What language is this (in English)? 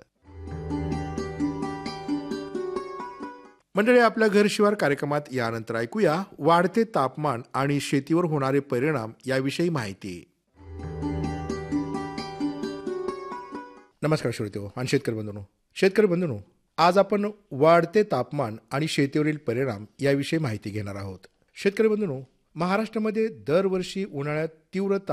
Marathi